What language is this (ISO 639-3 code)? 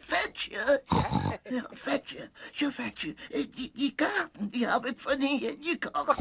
fry